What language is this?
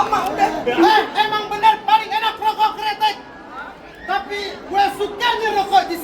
Betawi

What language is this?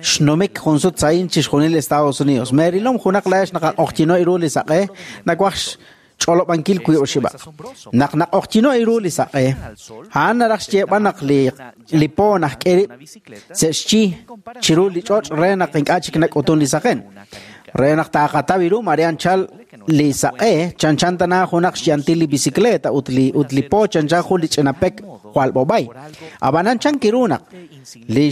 Kekchí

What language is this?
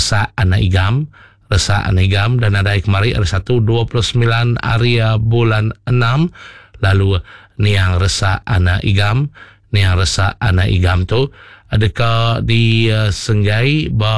Iban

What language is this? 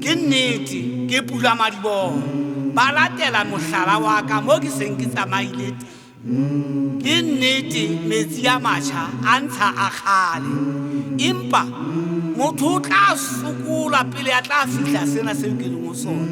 Southern Sotho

